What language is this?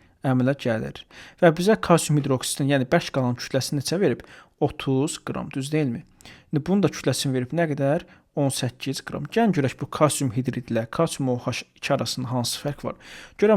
Azerbaijani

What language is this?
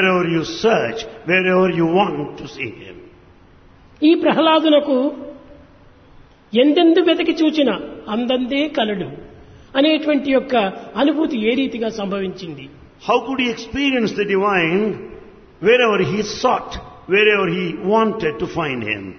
Telugu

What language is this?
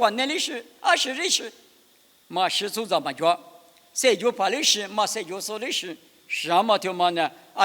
Lisu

